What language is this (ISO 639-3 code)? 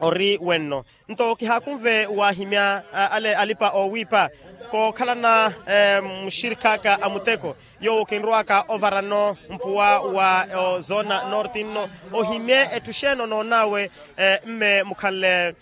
vmw